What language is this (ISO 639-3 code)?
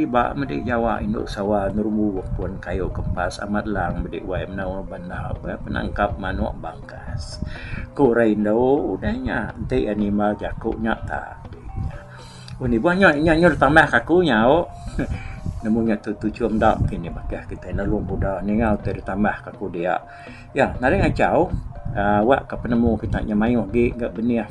iba